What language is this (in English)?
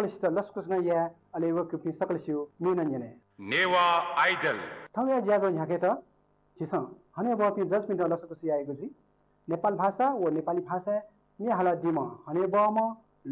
Newari